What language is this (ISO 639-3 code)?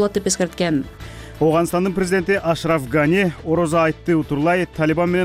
kir